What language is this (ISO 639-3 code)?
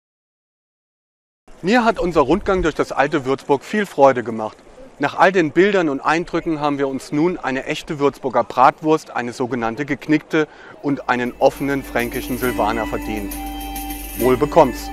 deu